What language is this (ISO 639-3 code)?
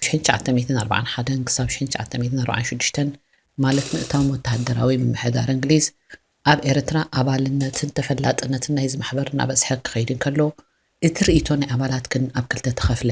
tir